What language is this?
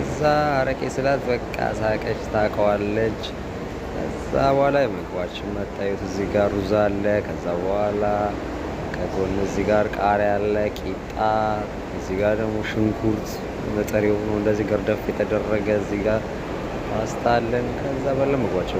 Amharic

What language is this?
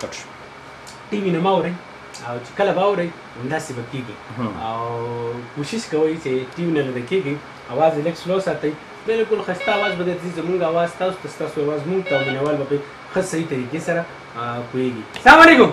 Pashto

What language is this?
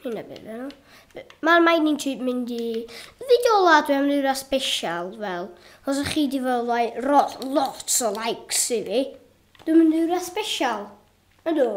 Welsh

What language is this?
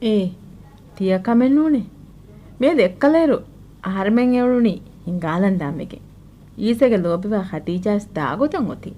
Divehi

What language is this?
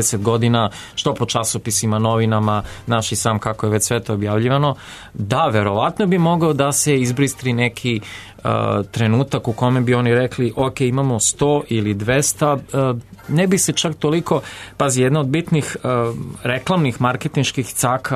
Serbian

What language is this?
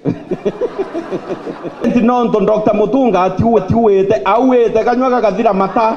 Meru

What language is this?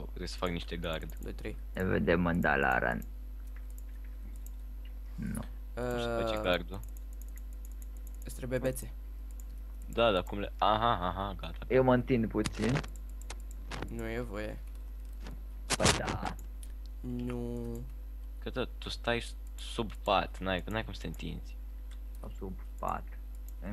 Romanian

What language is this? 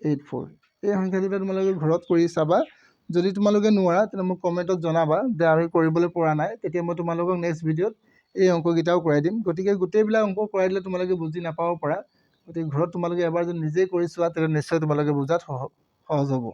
Assamese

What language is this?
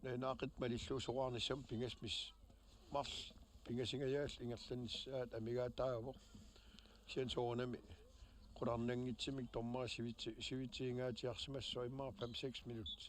Kalaallisut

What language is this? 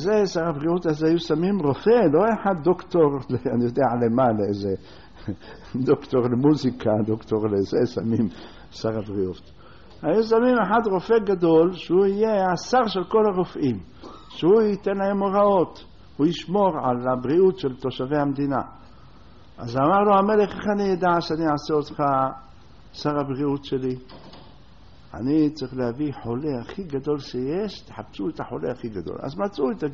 Hebrew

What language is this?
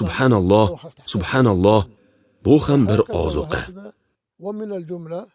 Uzbek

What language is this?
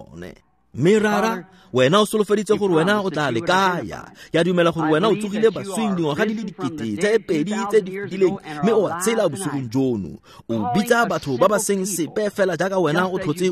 Tswana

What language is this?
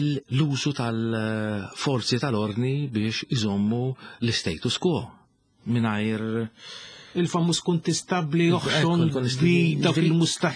Maltese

